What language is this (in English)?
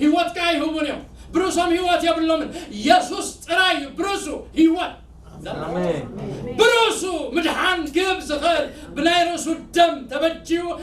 Tigrinya